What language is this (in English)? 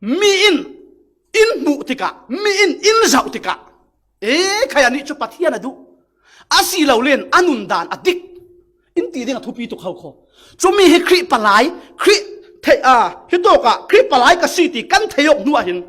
Falam Chin